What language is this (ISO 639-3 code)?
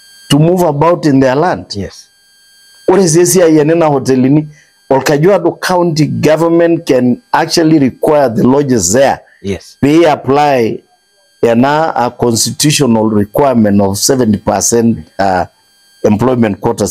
mas